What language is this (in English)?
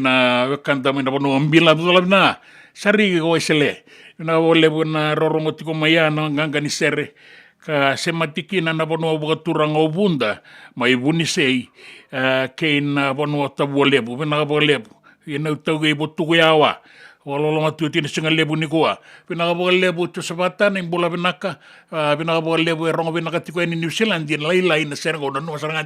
Fijian